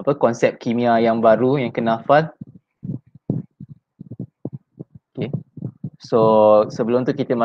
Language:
Malay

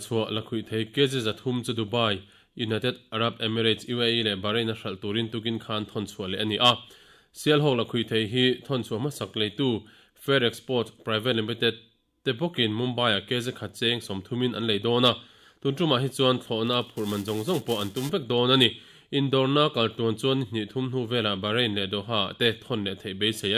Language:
Mizo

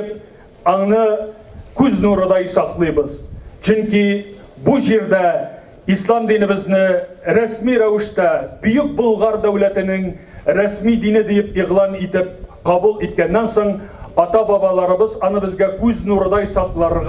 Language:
Tatar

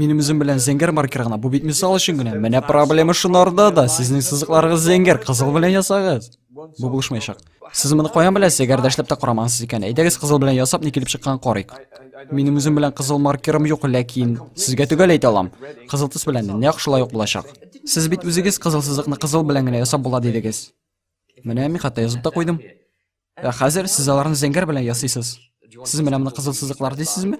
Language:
Tatar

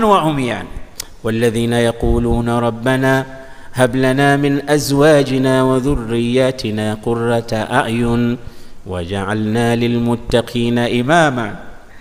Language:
Swahili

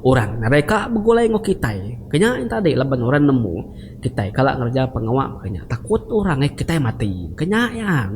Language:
Iban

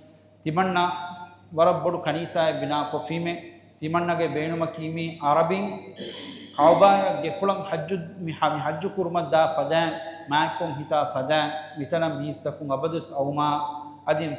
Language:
Divehi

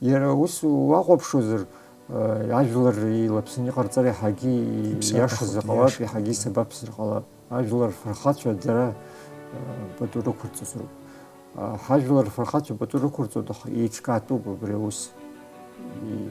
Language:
Abkhazian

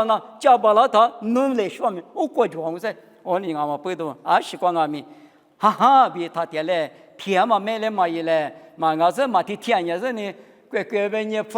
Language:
Lisu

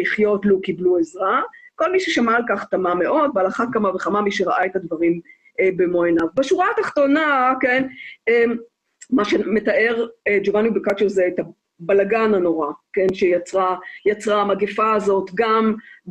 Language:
Hebrew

